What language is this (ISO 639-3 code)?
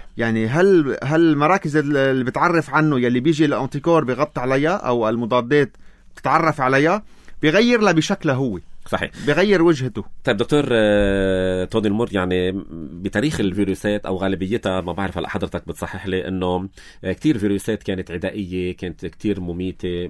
apc